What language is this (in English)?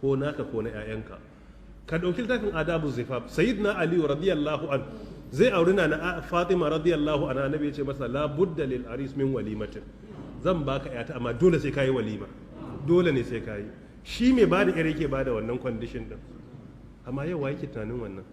Hausa